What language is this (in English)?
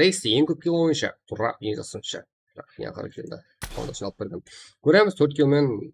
Kara-Kalpak